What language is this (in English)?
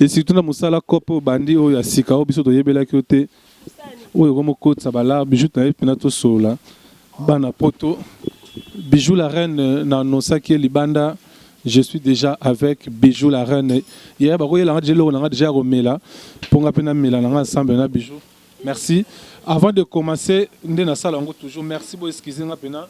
Lingala